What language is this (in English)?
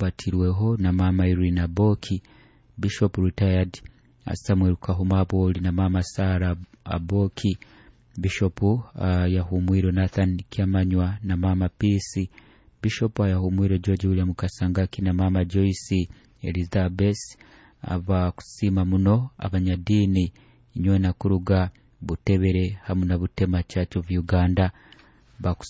Nyoro